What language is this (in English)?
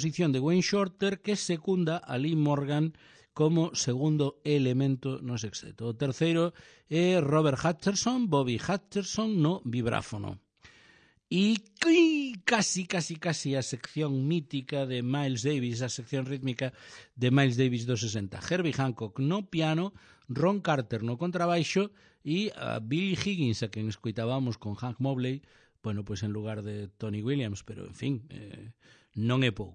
Galician